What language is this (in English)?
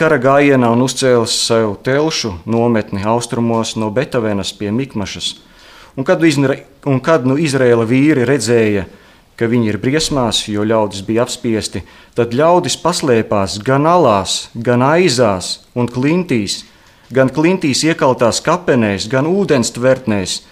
Latvian